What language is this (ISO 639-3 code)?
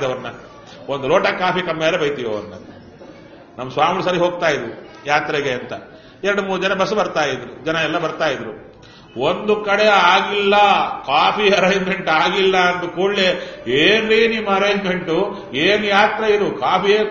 kan